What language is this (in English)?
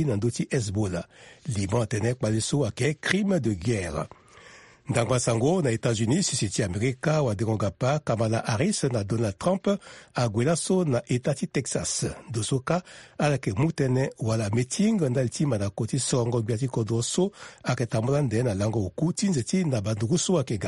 Sango